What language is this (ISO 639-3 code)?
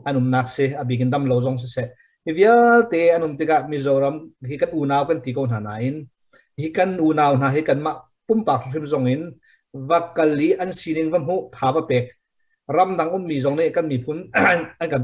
cnh